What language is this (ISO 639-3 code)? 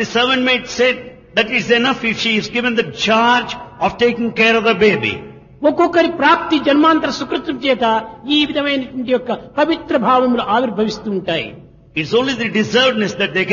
tel